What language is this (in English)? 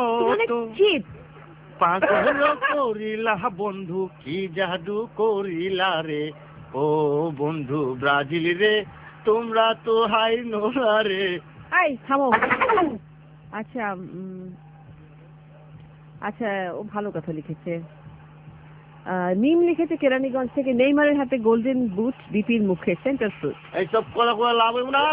Bangla